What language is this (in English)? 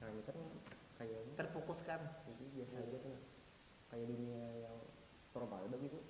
Banjar